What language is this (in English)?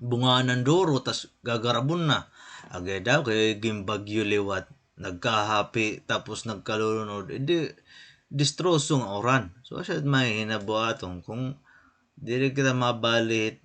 Waray